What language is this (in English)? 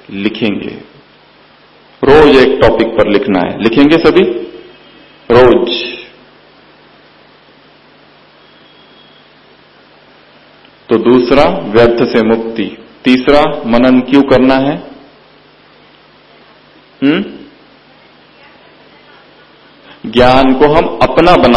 Hindi